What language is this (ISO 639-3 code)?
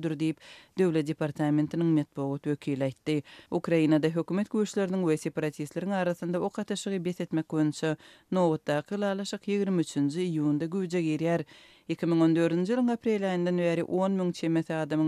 tuk